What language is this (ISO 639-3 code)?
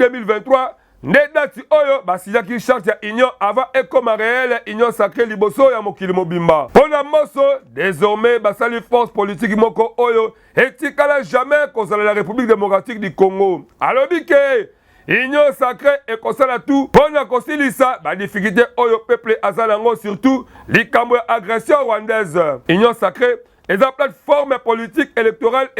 lin